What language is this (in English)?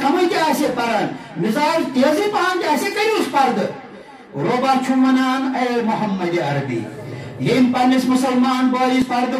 Kashmiri